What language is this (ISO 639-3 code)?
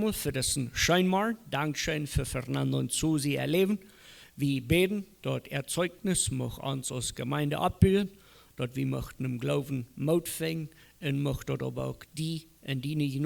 pdt